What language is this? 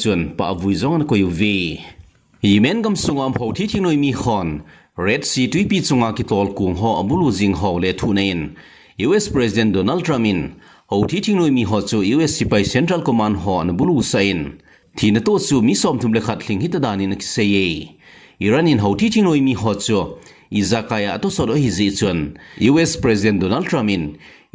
Thado Chin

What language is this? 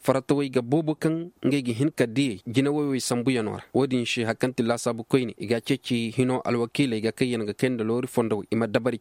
Koyraboro Senni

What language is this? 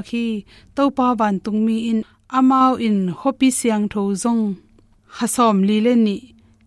Tedim Chin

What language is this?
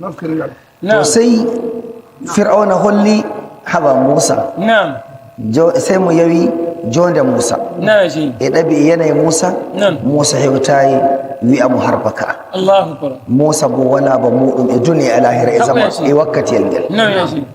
Nigerian Fulfulde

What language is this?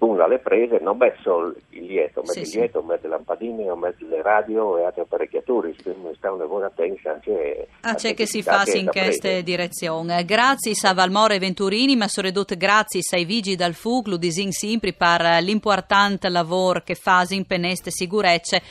Friulian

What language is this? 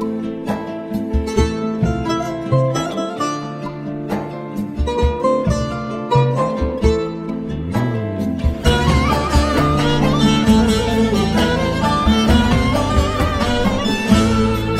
Kurdish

